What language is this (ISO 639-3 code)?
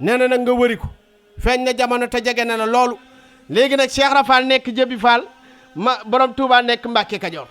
wol